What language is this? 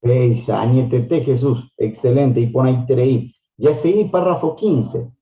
Guarani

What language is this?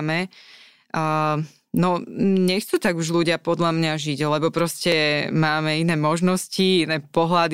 Slovak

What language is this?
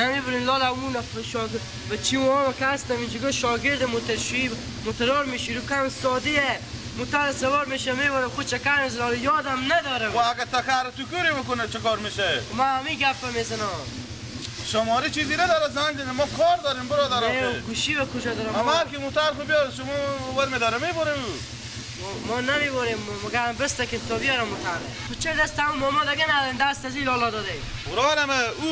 Persian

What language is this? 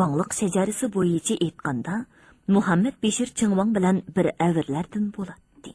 Uyghur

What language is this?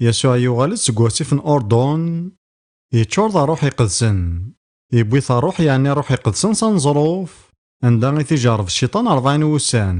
Kabyle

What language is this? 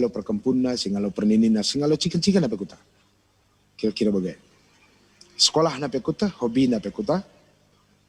Batak Karo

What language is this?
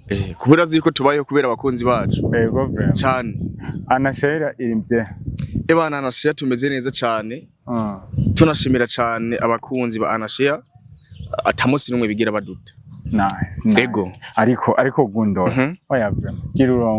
Rundi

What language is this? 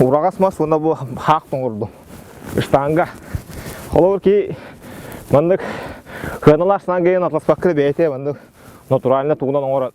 Yakut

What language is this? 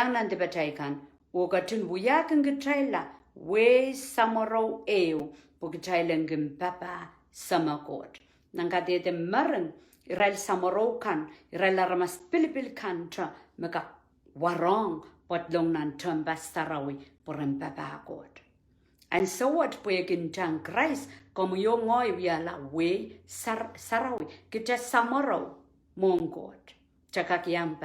Pohnpeian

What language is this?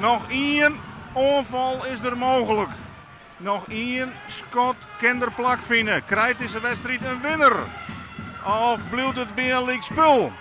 Western Frisian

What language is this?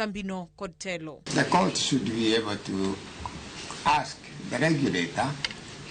Luo (Kenya and Tanzania)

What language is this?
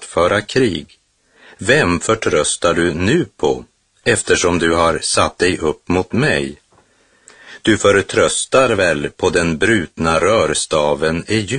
Swedish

